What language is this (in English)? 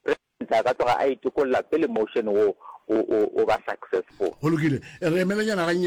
Northern Sotho